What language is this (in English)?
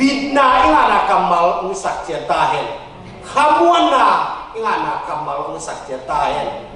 Tedim Chin